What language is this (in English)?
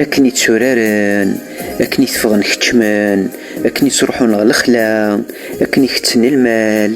Kabyle